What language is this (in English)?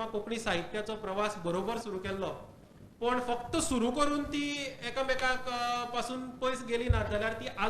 Konkani